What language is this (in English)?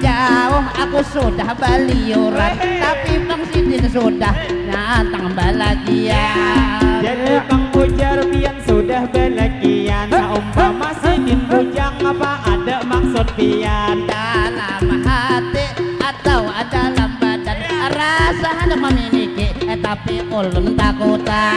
Banjar